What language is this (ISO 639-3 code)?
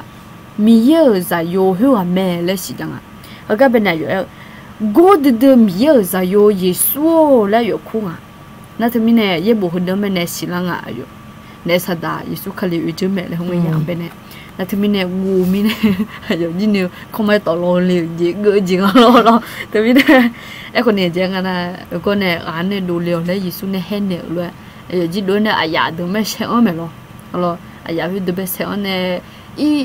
ahk